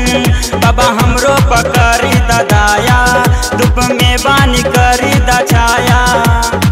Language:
Bhojpuri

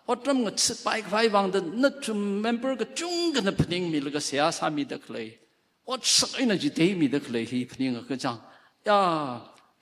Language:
Tangkhul Naga (India)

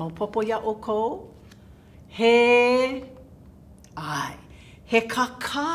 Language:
Hawaiian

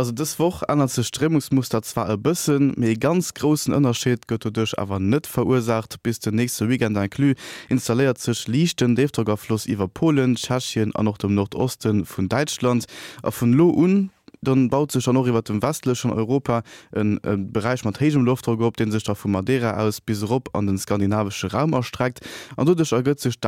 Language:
Luxembourgish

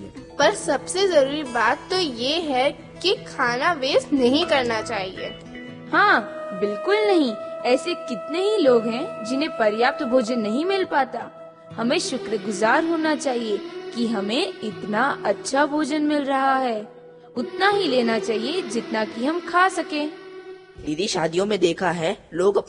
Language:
Hindi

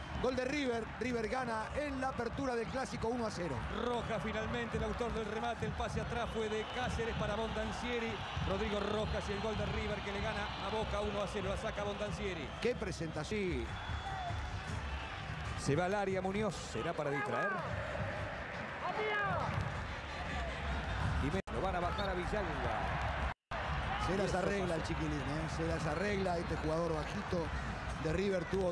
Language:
Spanish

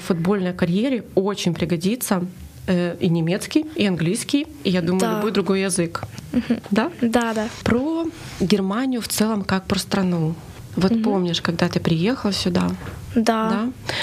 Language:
Russian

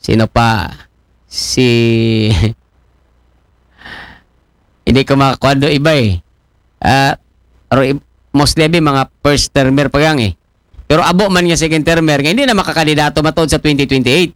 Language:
Aklanon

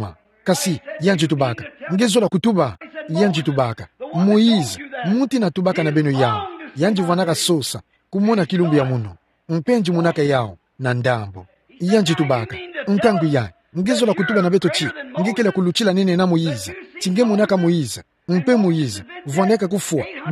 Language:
Kituba (Democratic Republic of Congo)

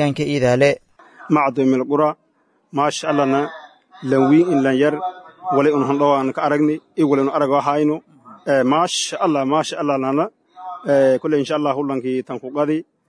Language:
Somali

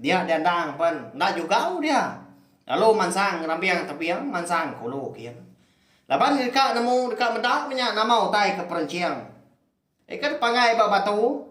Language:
Iban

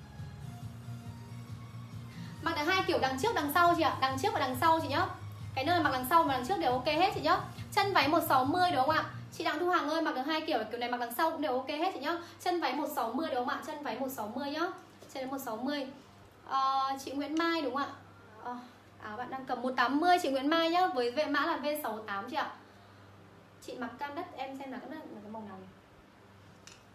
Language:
Vietnamese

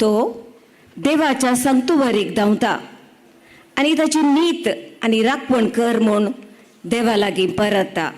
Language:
Konkani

